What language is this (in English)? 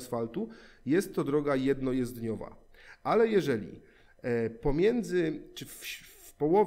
Polish